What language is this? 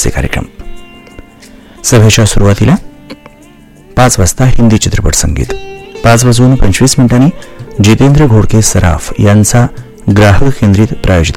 Marathi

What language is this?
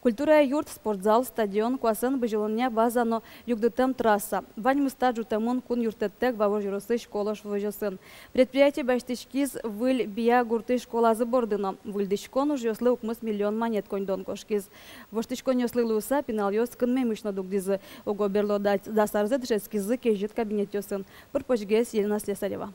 Udmurt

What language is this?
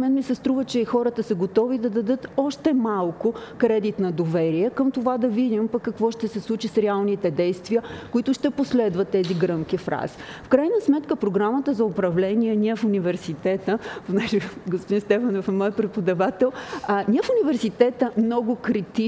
Bulgarian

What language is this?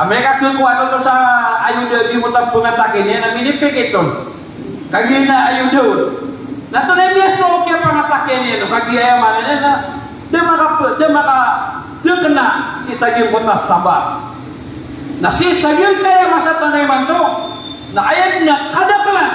Maranao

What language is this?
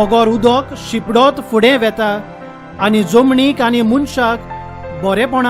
Konkani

